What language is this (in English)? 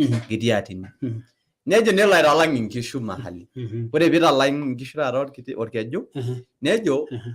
Masai